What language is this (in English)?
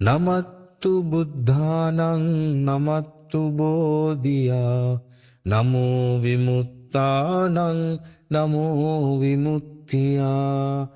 Pali